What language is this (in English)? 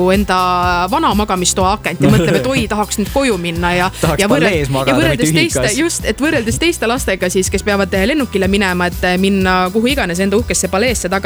Estonian